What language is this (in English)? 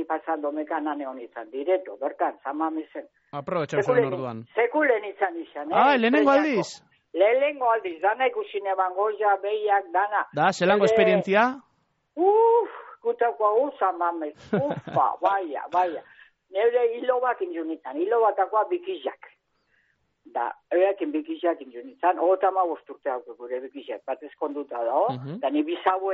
Basque